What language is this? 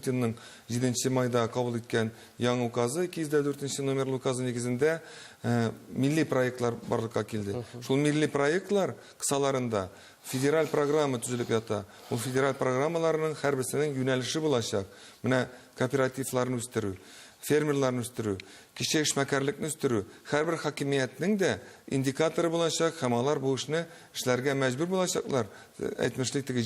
Tatar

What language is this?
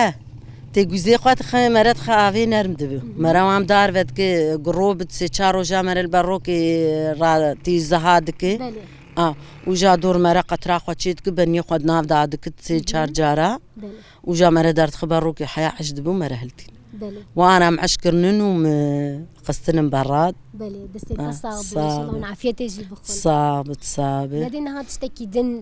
Kurdish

